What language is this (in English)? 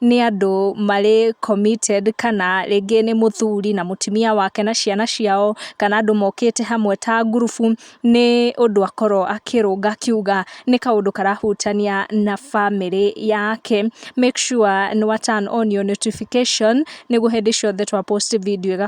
Kikuyu